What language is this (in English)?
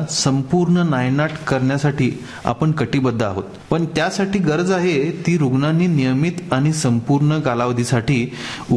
Marathi